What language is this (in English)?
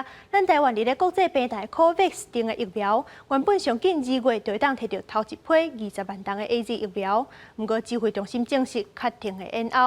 Min Nan Chinese